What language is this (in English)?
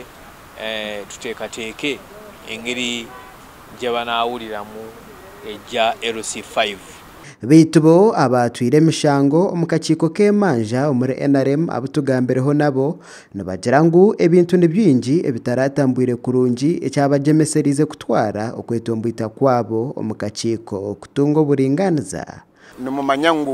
Nyankole